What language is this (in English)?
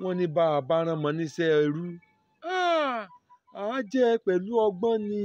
Yoruba